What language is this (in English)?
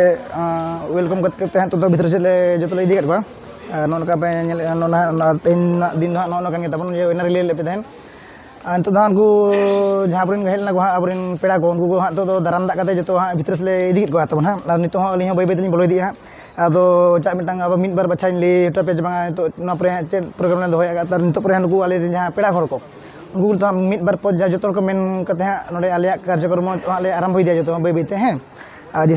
Santali